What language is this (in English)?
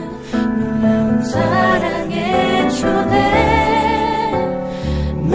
Korean